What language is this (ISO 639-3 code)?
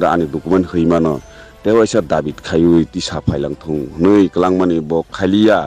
ria